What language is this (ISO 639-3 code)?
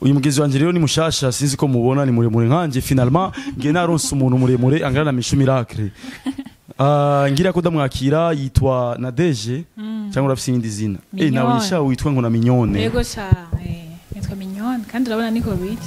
run